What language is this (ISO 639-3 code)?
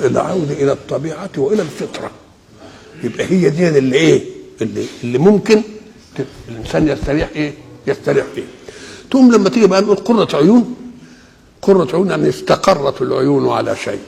arz